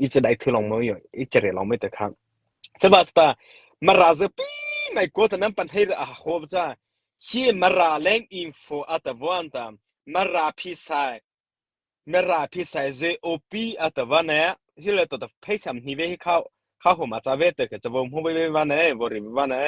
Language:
Mara Chin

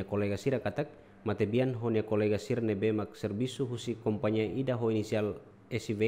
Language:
Tetum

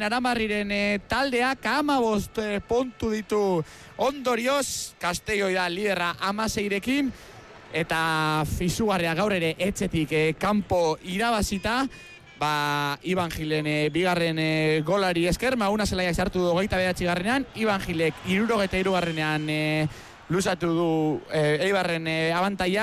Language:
Basque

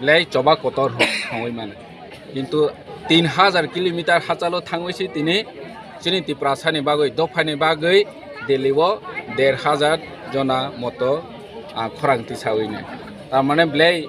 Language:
Kok Borok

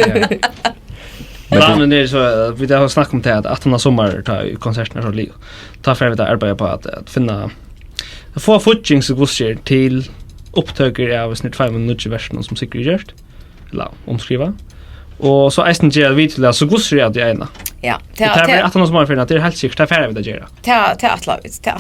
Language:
Faroese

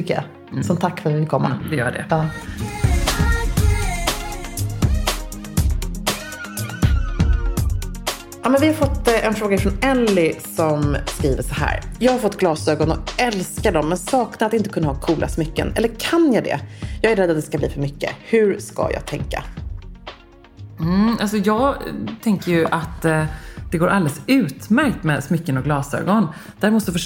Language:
Swedish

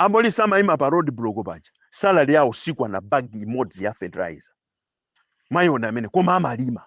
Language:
Nyanja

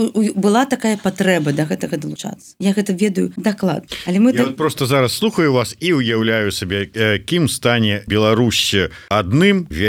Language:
Belarusian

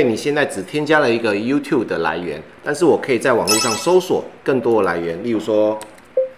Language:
Chinese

